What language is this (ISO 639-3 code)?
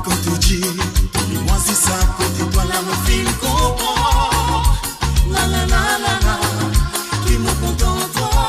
mfe